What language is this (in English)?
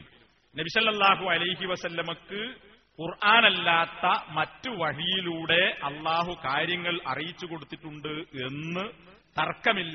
Malayalam